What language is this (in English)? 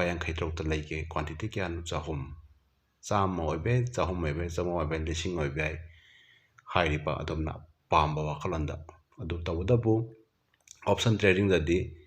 Manipuri